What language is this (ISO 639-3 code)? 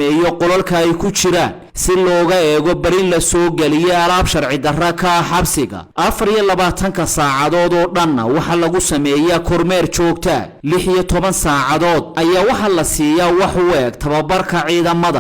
som